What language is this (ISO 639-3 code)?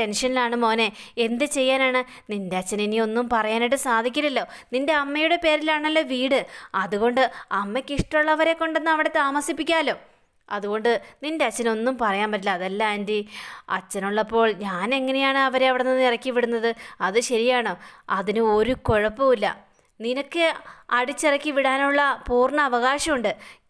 mal